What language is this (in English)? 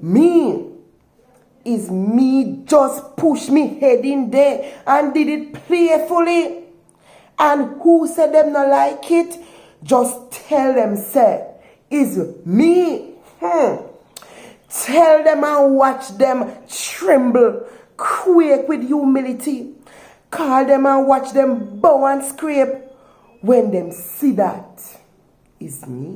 Jamaican Creole English